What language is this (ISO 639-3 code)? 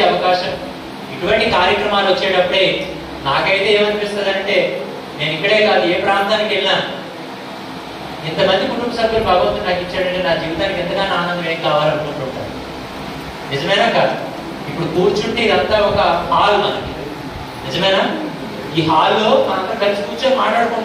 tel